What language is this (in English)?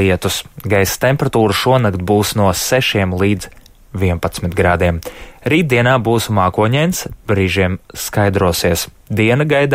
Latvian